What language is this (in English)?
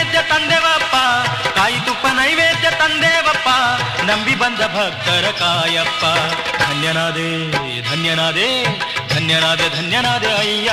Kannada